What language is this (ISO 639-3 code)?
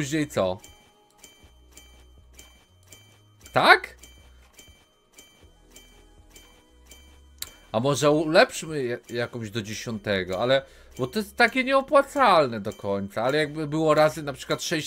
pol